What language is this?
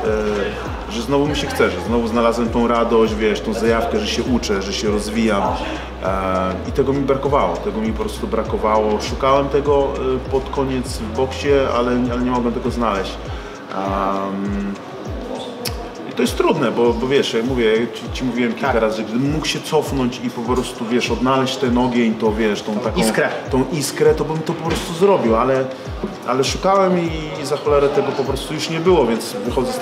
Polish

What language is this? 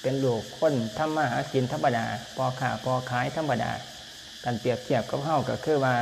Lao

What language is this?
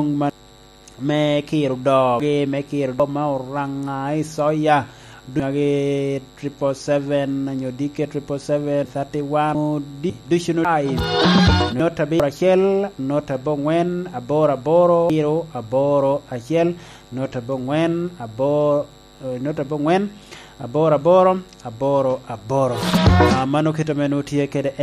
Lango (Uganda)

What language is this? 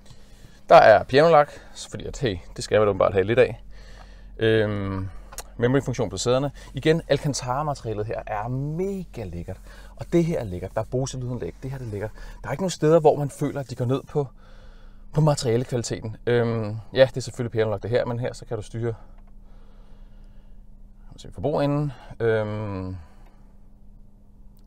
Danish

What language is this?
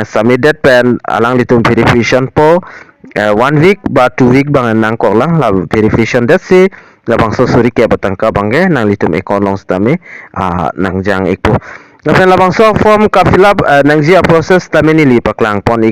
Karbi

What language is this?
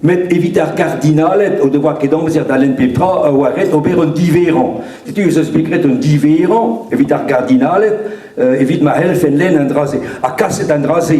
Breton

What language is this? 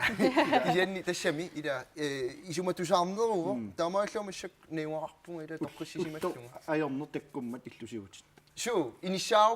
Kalaallisut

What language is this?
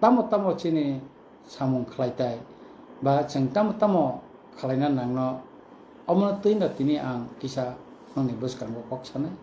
Kok Borok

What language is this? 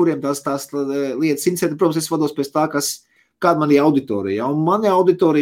Latvian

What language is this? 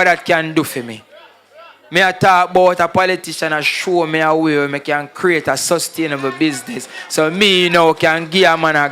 Jamaican Creole English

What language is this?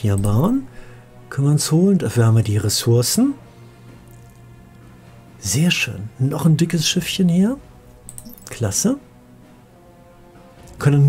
German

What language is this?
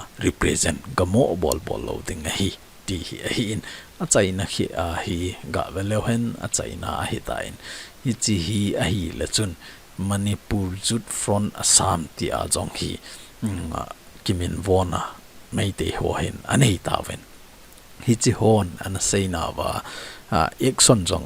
Thado Chin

